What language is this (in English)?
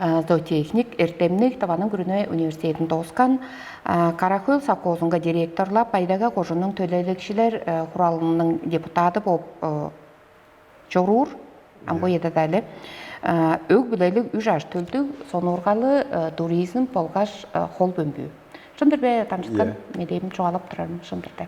Tuvinian